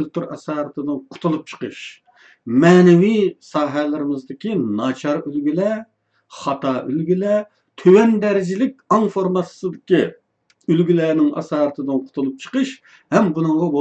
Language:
Uyghur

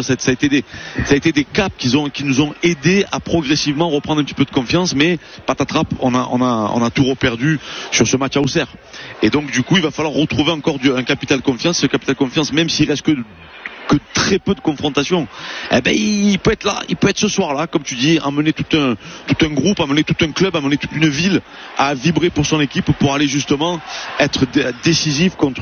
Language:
French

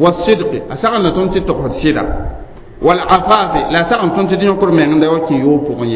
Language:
Mossi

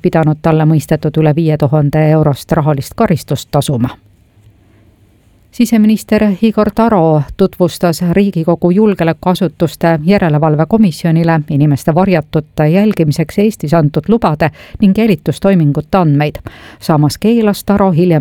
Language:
Estonian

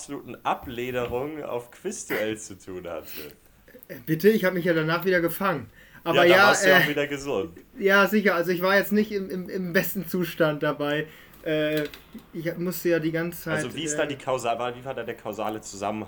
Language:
German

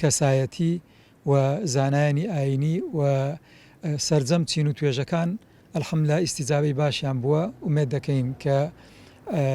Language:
Central Kurdish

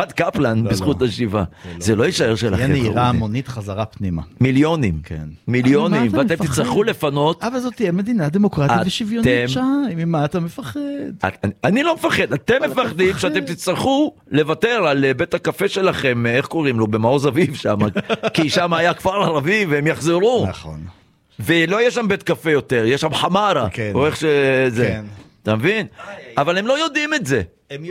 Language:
Hebrew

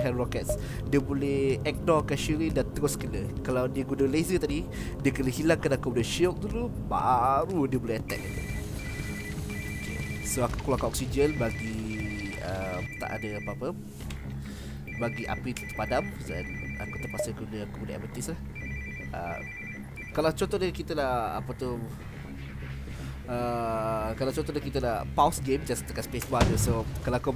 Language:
Malay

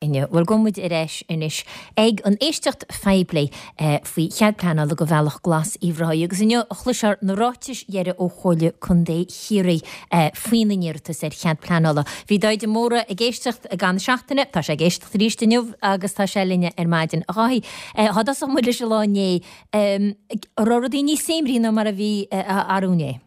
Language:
Irish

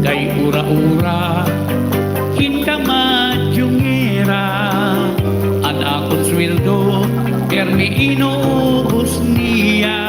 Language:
Waray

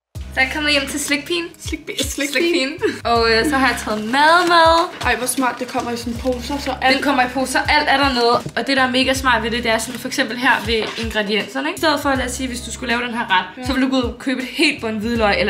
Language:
Danish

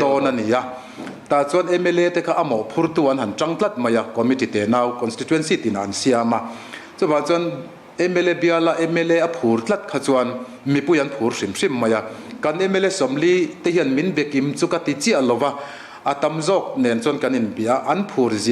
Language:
Mizo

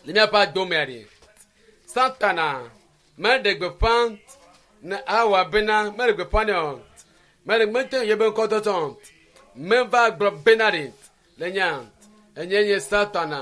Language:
Ewe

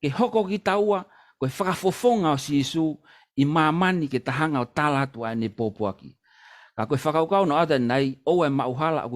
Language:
Tongan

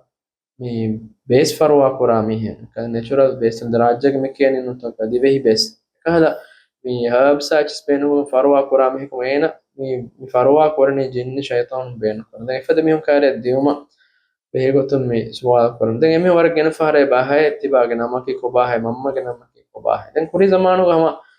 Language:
Divehi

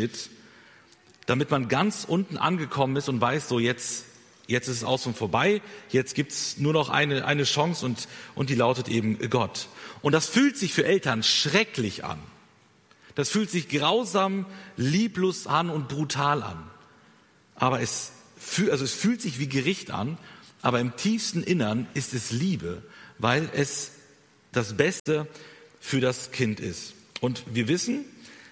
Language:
German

